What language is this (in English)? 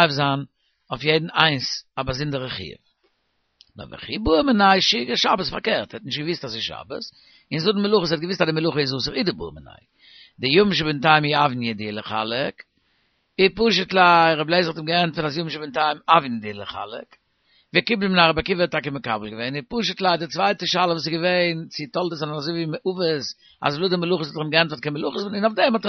Yiddish